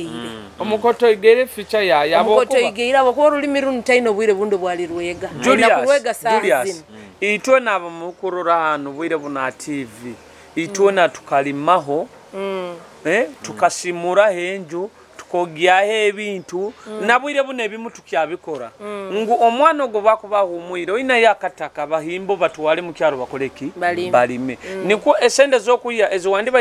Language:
Nyoro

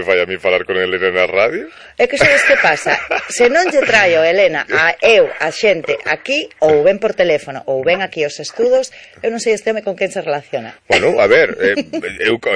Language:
Galician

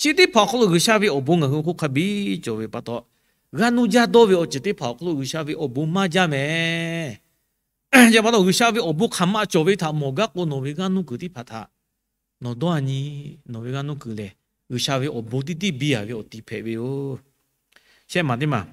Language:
Lahu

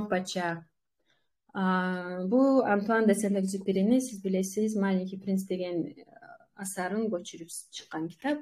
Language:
Kumyk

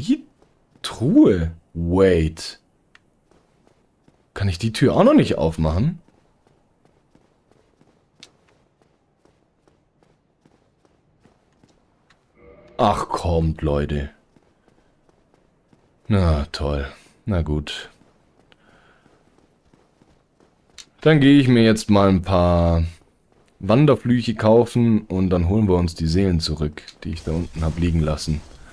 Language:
German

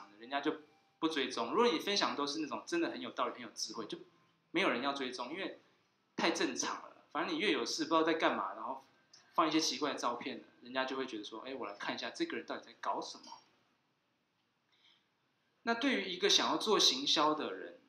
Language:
Chinese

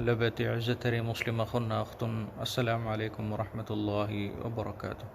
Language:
Divehi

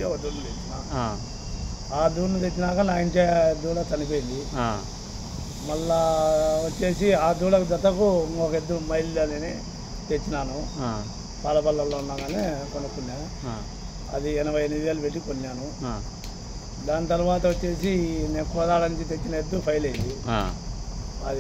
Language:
Telugu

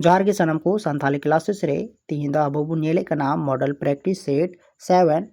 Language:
Santali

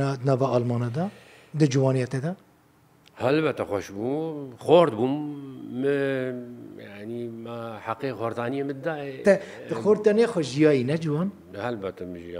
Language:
Kurdish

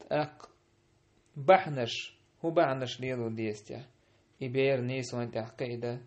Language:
Chechen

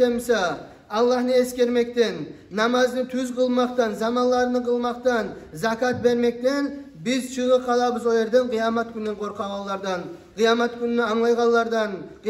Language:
Kumyk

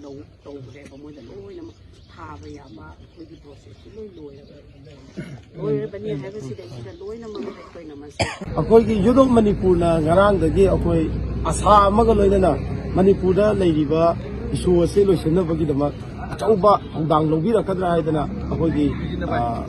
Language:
Manipuri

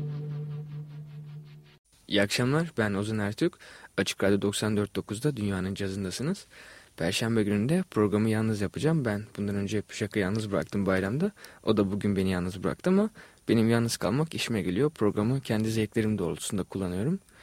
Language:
Turkish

